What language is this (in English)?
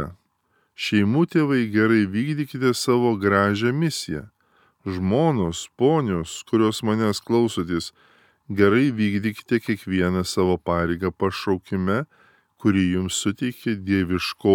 Lithuanian